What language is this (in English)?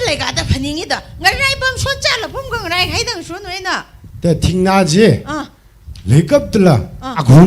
Tangkhul Naga (India)